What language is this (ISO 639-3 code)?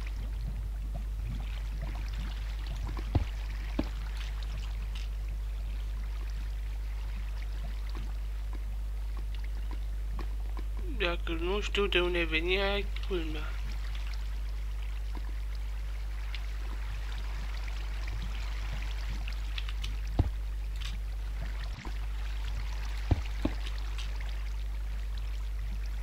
ron